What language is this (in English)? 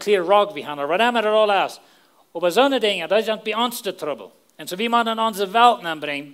Plautdietsch